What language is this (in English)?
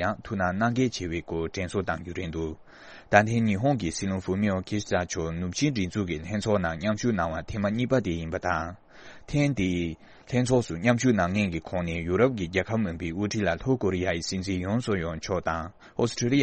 Tibetan